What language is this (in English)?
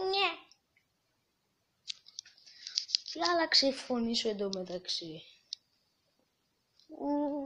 Greek